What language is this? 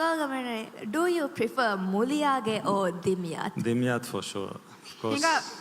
Divehi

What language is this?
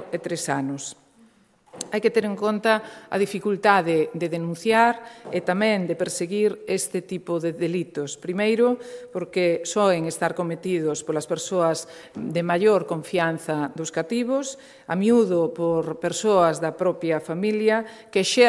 Galician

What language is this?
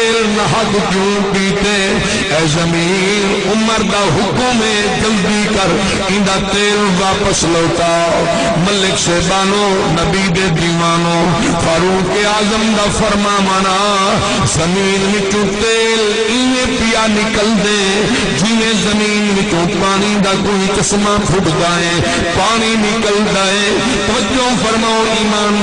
Saraiki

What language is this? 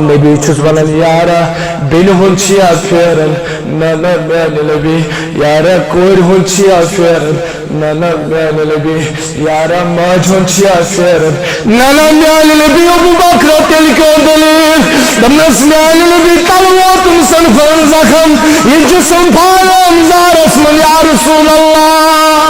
Kashmiri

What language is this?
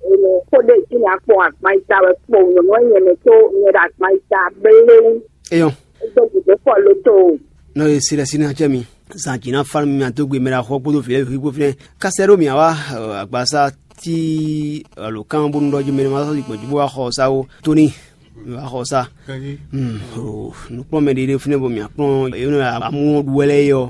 Fon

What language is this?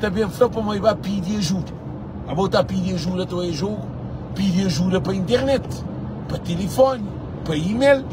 Kabuverdianu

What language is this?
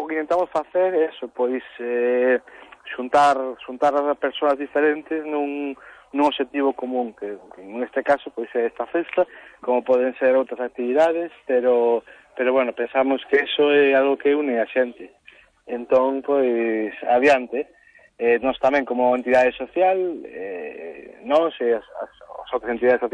Galician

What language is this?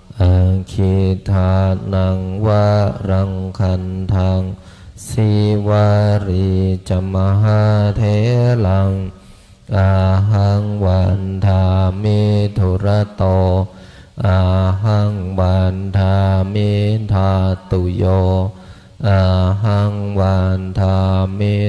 Pali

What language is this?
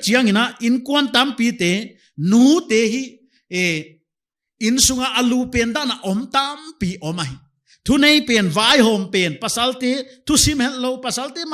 Paite Chin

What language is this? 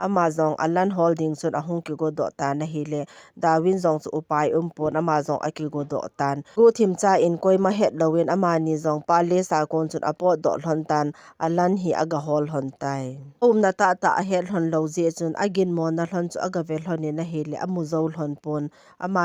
Thado Chin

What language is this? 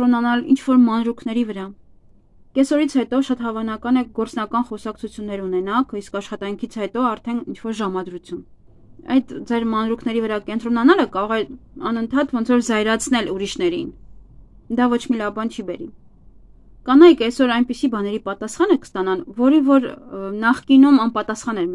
Armenian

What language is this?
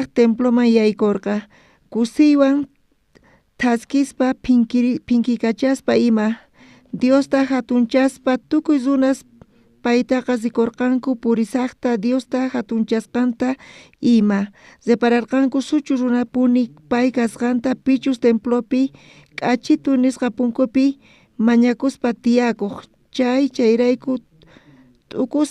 South Bolivian Quechua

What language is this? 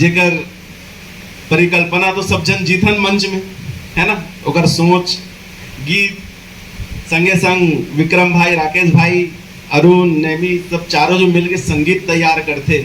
Chhattisgarhi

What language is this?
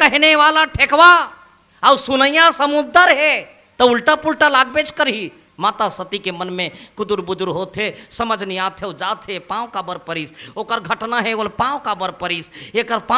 Chhattisgarhi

